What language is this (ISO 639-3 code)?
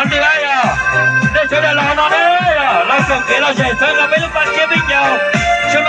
hmn